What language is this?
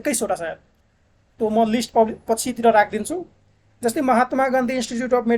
Nepali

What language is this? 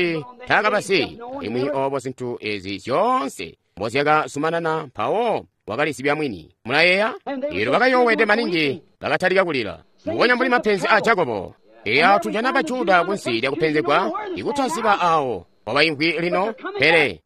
Tonga (Zambia)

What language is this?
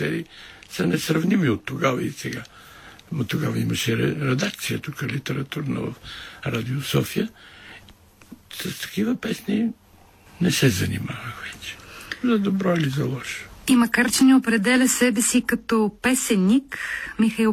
Bulgarian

